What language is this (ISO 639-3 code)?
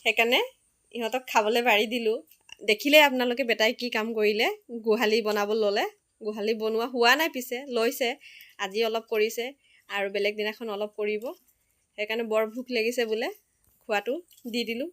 asm